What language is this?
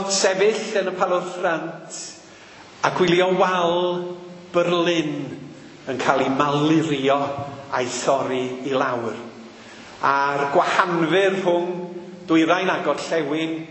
Welsh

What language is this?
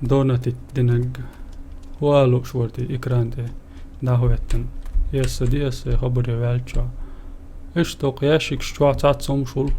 Chechen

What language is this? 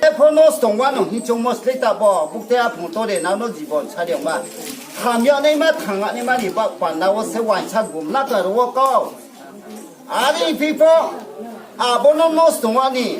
Riang (India)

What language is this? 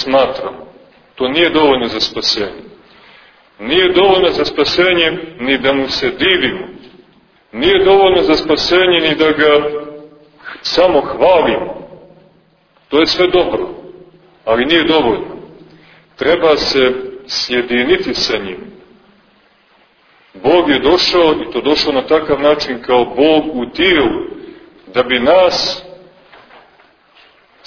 Serbian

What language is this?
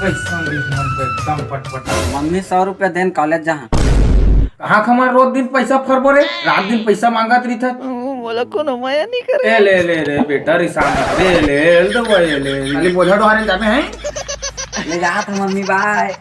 Chhattisgarhi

